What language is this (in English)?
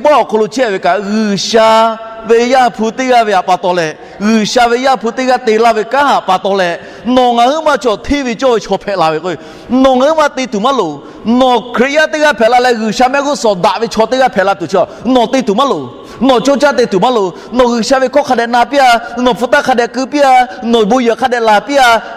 Lahu